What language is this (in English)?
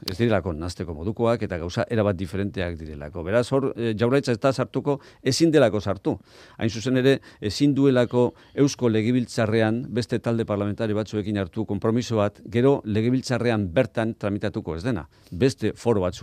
Basque